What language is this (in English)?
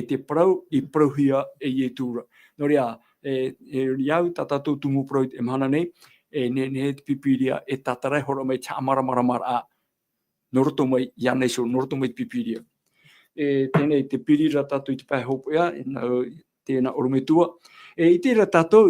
Tahitian